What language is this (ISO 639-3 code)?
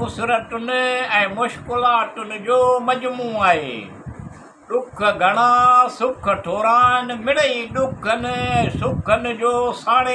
snd